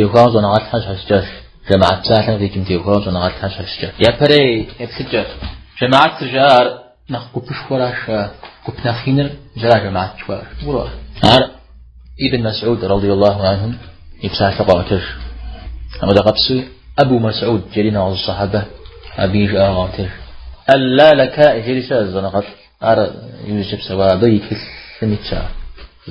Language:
Kabardian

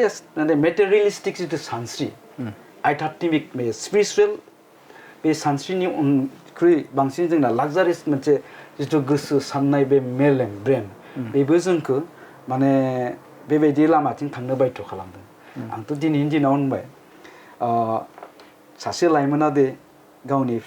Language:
Bodo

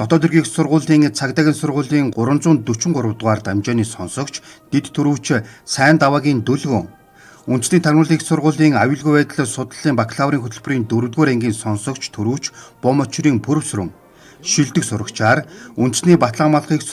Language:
Mongolian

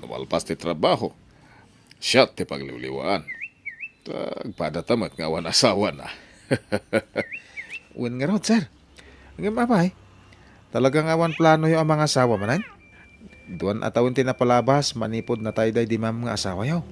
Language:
Iloko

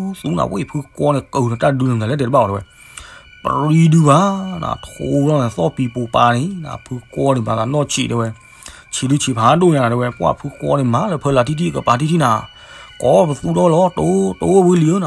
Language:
S'gaw Karen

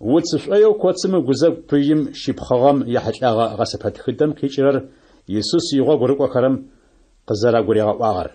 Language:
Adyghe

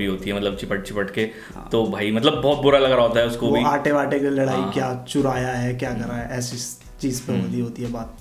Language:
Hindi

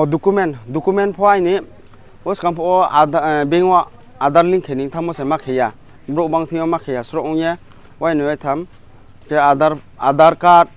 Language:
Riang (India)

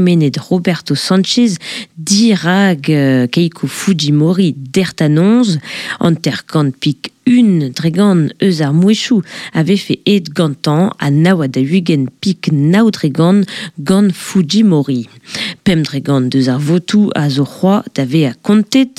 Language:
Breton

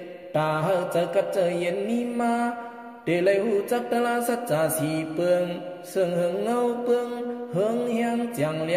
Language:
Shan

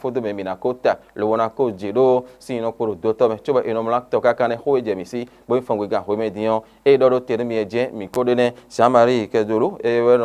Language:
Fon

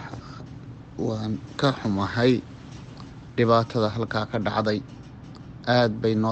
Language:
Somali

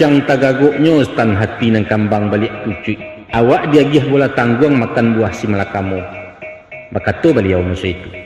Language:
Minangkabau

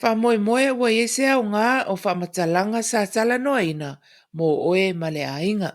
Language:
Samoan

